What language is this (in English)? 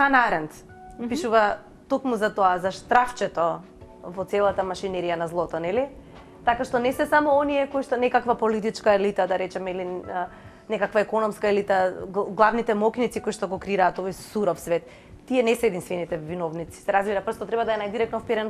Macedonian